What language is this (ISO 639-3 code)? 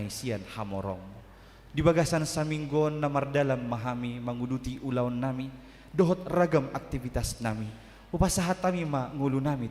bbc